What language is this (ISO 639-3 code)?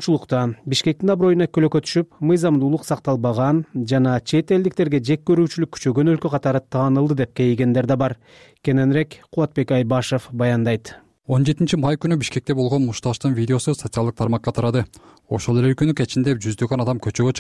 kir